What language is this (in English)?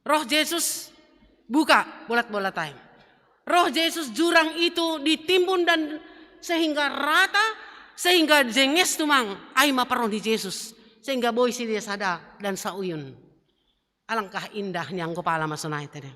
Batak Simalungun